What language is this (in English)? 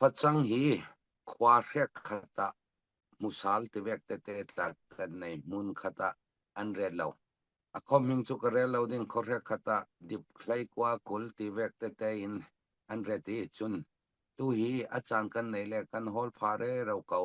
Falam Chin